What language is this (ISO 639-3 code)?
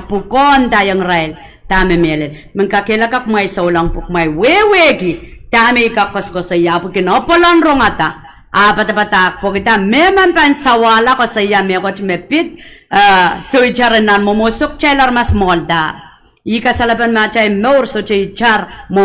pon